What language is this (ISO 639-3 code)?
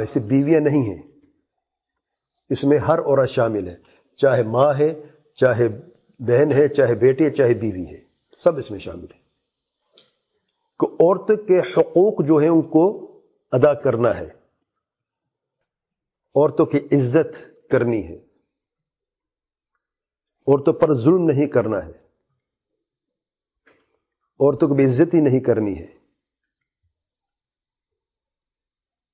urd